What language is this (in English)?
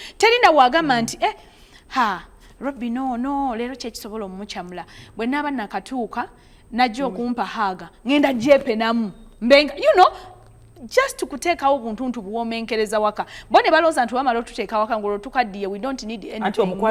Ganda